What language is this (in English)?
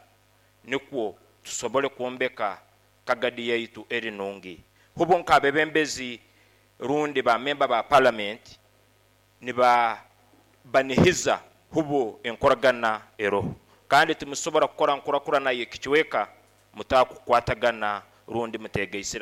Nyoro